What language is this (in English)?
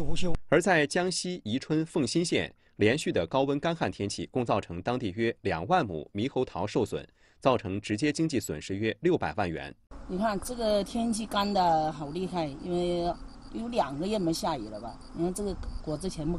Chinese